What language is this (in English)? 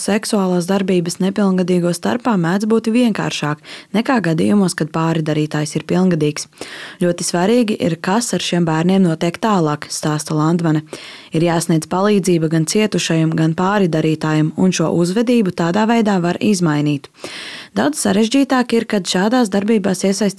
Latvian